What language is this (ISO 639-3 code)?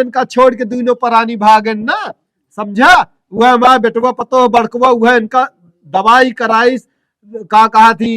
awa